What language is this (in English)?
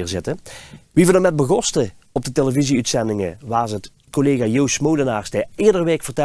Limburgish